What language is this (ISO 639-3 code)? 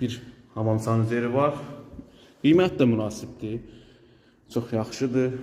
aze